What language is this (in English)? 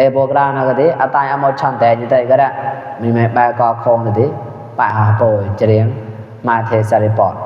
Mon